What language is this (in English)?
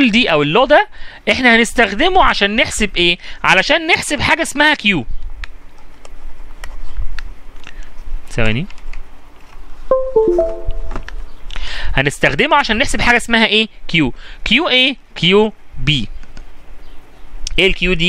Egyptian Arabic